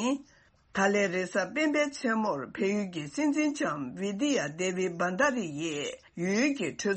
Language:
Tibetan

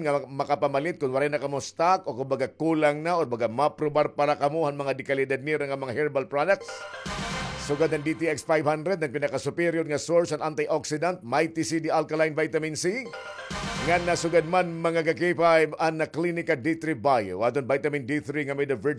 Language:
Waray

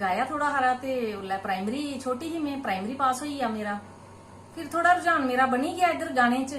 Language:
Dogri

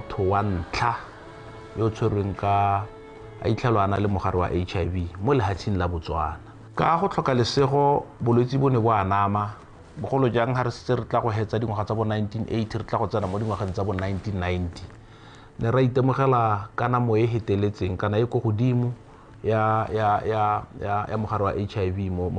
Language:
Tswana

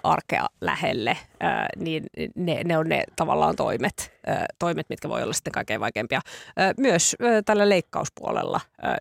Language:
Finnish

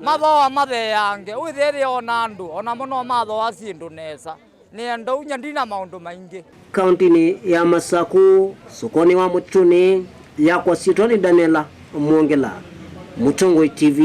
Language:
Kamba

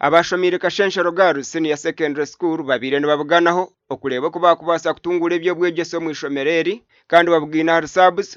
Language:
Nyankole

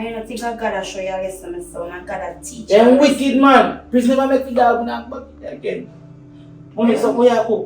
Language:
Jamaican Creole English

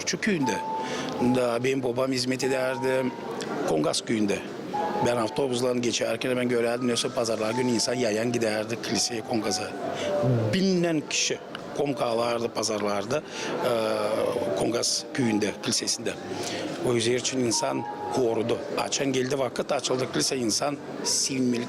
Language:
Gagauz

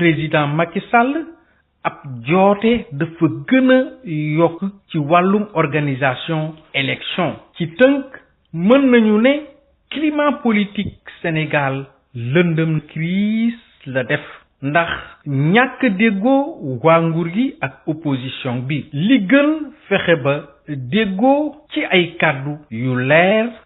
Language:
Wolof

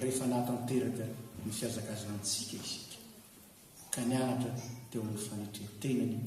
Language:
Malagasy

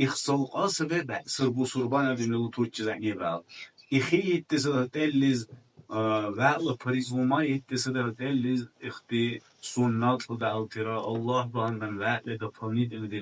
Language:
Dargwa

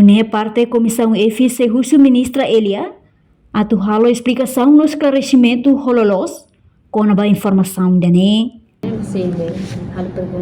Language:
Tetum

